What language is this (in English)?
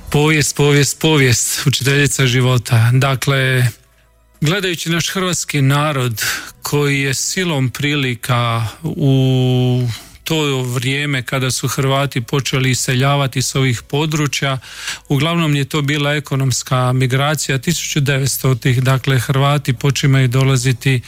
Croatian